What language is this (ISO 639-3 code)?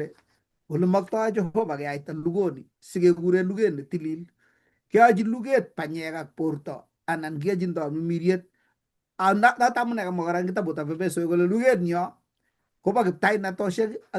kln